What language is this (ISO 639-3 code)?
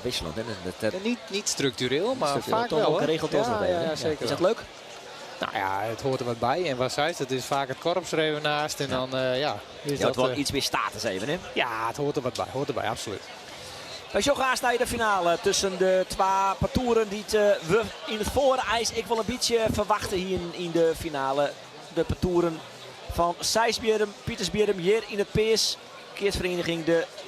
fry